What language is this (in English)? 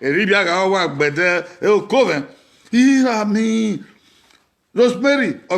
Bini